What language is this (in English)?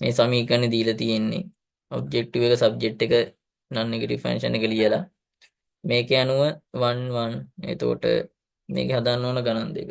Sinhala